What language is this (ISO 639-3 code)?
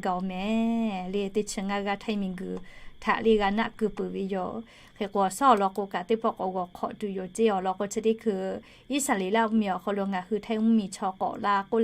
lhu